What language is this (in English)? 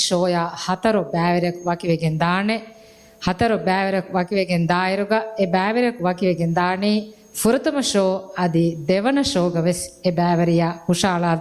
Divehi